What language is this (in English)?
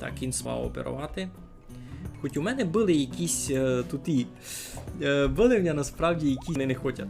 Rusyn